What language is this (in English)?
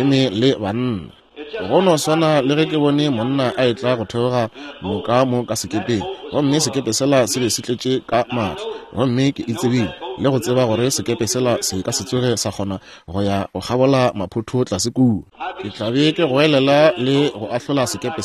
Northern Sotho